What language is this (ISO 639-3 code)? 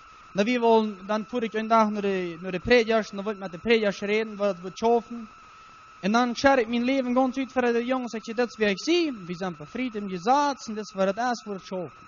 pdt